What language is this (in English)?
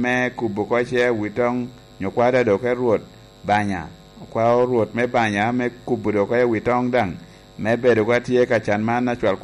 Lango (Uganda)